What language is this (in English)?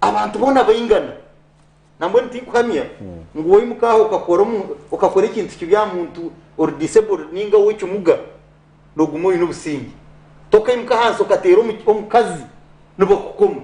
Nyankole